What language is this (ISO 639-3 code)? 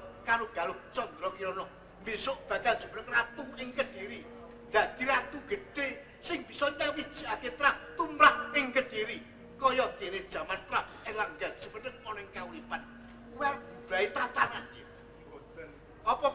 jav